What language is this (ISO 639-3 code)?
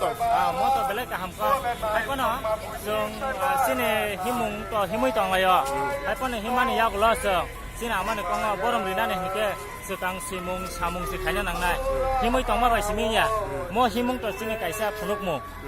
trp